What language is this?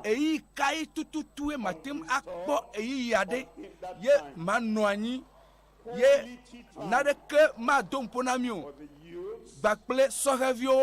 Ewe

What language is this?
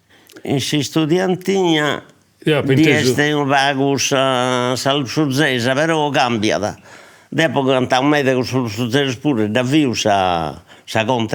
Sardinian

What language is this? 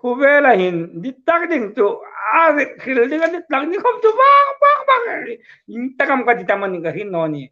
Hmar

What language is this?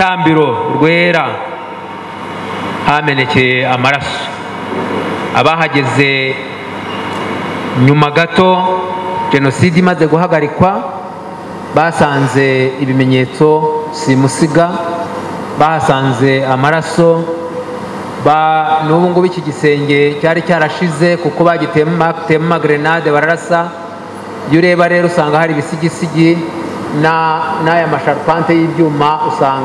Kinyarwanda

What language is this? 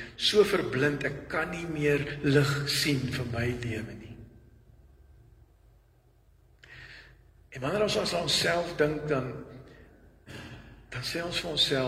Afrikaans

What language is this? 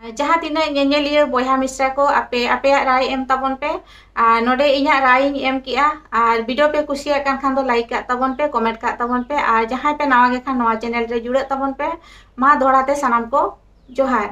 Santali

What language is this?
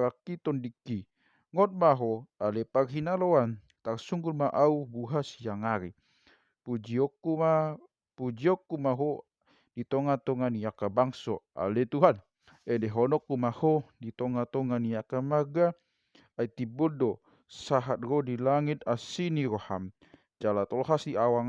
Batak Toba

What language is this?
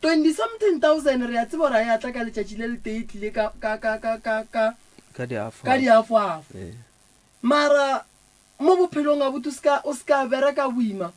Northern Sotho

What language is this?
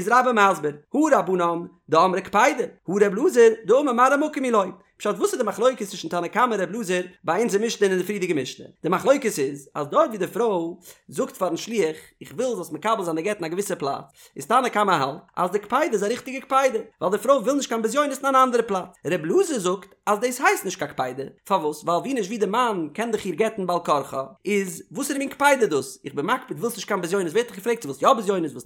Yiddish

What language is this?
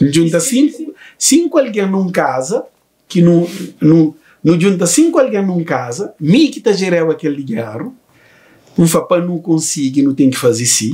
Kabuverdianu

